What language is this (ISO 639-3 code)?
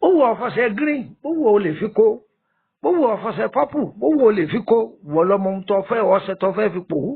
yor